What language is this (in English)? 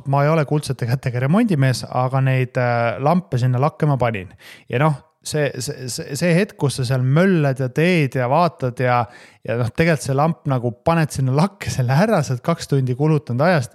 Estonian